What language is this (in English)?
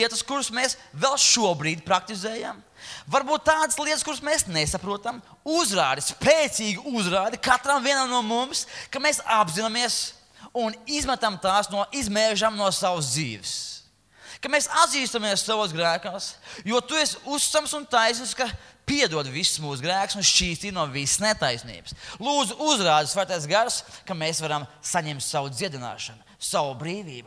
Latvian